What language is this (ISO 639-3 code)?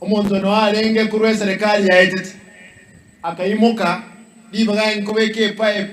guz